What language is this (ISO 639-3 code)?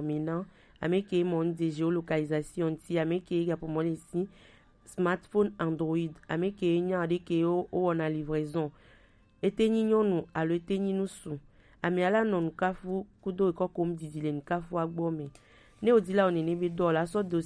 gej